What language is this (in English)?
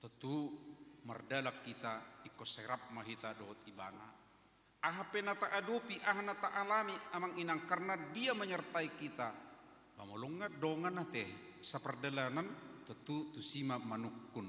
Batak Toba